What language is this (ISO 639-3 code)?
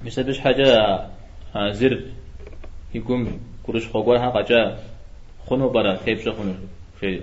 kbd